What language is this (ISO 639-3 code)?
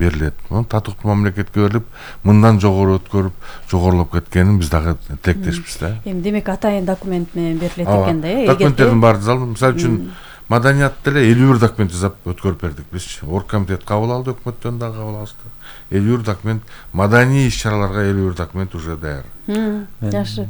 kir